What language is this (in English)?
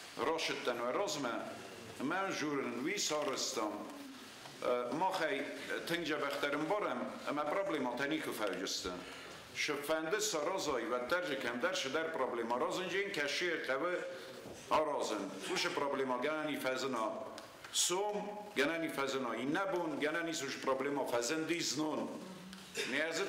Ossetic